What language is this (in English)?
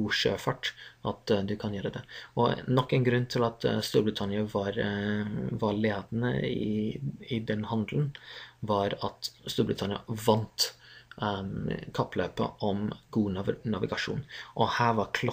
Norwegian